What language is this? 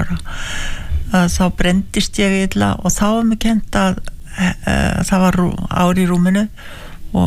Icelandic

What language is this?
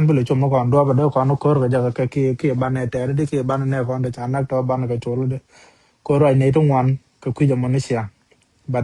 Nuer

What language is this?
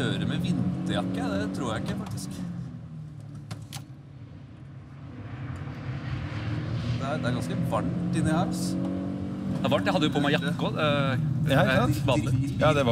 Norwegian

